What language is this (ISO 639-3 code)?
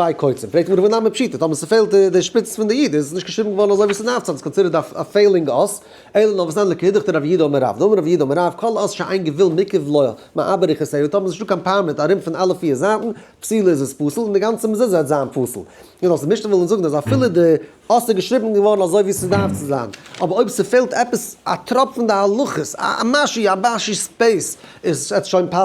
yid